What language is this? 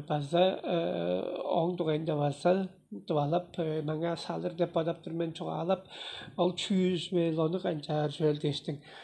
Tuvinian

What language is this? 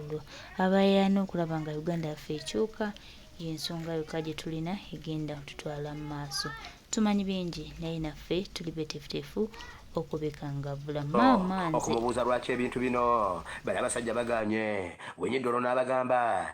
Ganda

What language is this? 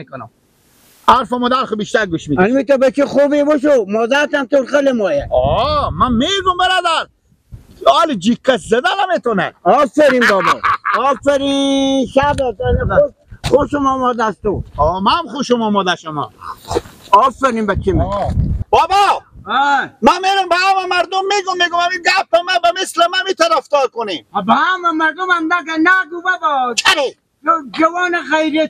Persian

